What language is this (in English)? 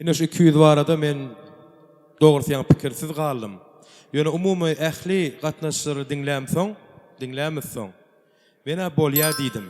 Turkmen